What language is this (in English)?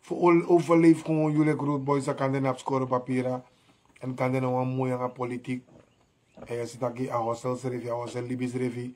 Sranan Tongo